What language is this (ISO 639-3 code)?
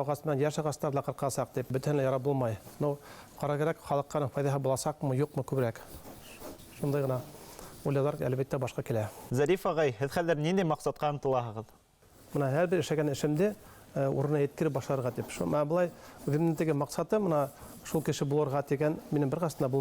bak